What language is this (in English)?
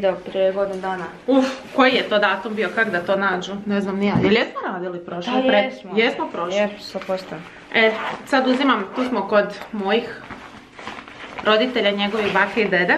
Croatian